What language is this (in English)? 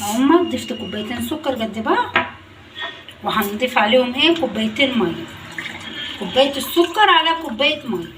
Egyptian Arabic